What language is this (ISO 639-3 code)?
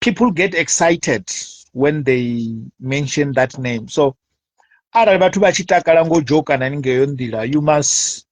ven